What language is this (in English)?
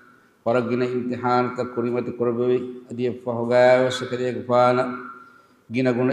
Divehi